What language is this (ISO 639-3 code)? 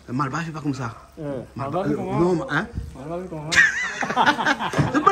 rcf